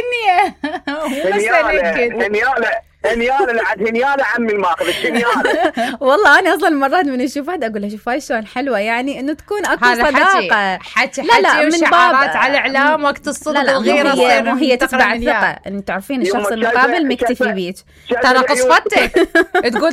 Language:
Mesopotamian Arabic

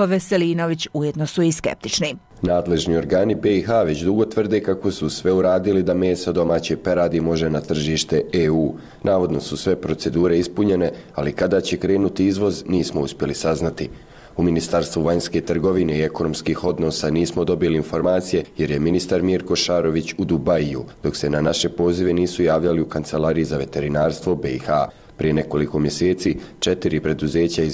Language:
Bosnian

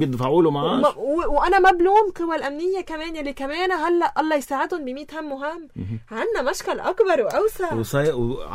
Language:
North Levantine Arabic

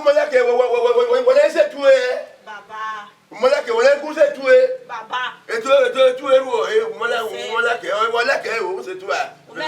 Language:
Bini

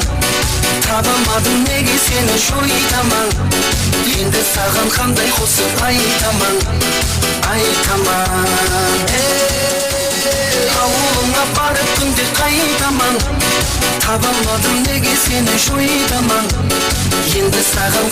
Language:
Kara-Kalpak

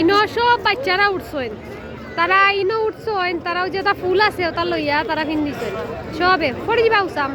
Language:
Sylheti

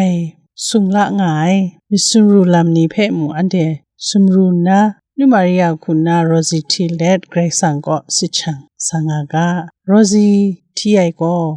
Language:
Kachin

